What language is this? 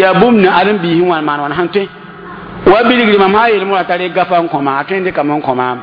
Mossi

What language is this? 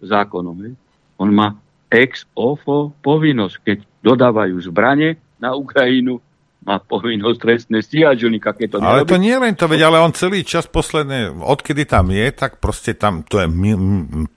Slovak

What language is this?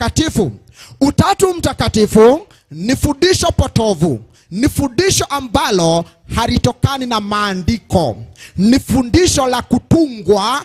Swahili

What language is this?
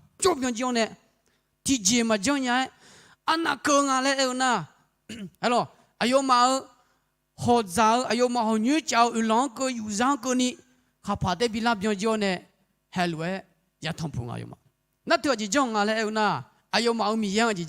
Akha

